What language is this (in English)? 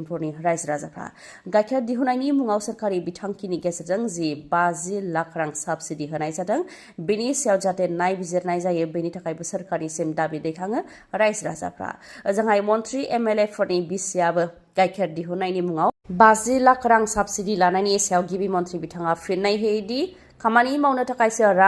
Bodo